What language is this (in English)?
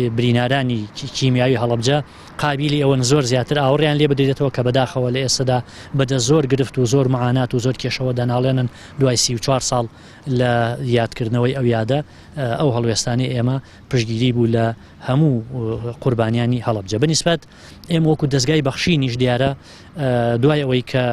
Central Kurdish